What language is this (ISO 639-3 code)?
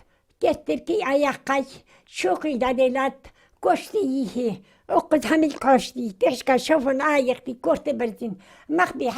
inh